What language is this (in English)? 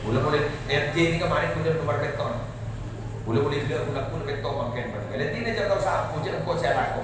Madurese